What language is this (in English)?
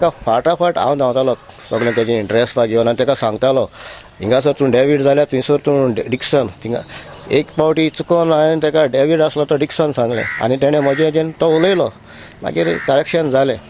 Konkani